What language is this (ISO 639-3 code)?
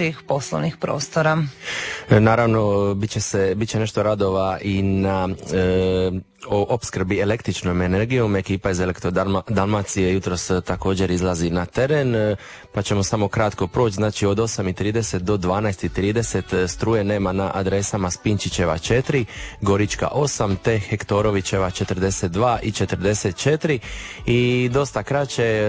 hrv